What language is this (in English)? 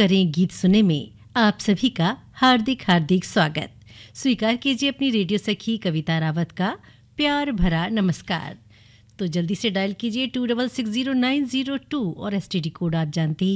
Hindi